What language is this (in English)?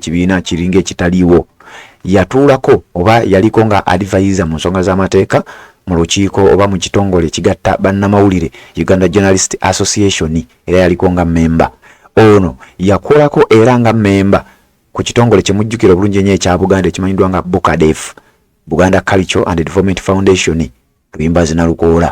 Ganda